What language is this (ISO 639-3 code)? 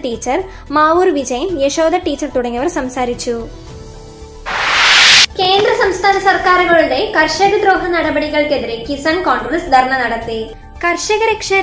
mal